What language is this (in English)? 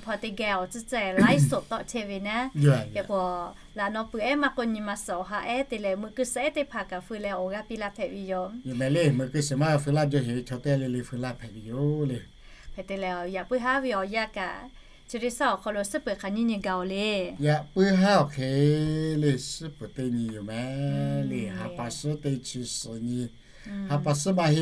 Lahu